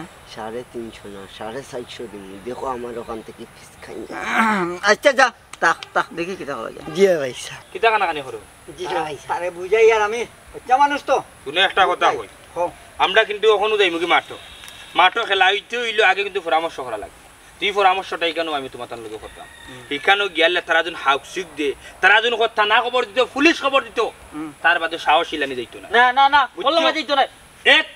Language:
Sylheti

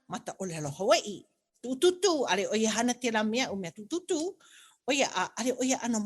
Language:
Hawaiian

